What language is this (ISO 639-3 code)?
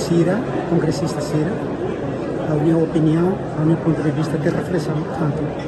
tet